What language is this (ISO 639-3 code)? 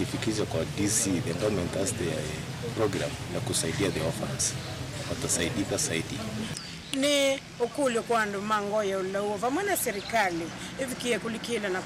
kam